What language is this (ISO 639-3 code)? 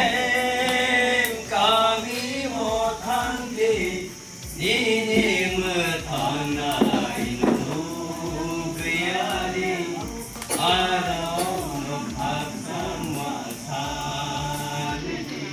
trp